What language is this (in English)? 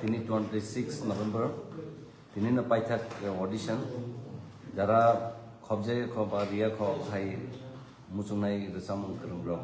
Kok Borok